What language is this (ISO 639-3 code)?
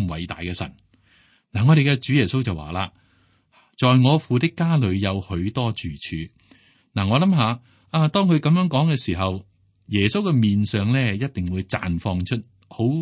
yue